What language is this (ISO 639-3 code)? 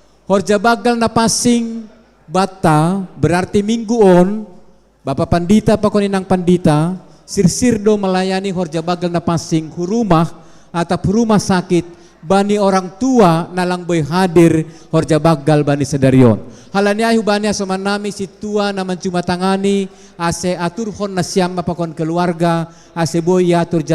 bts